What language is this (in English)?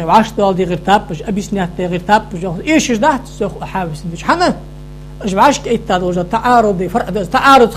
Ingush